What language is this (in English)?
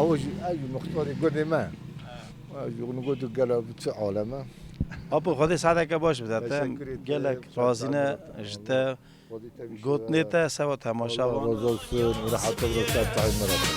Kurdish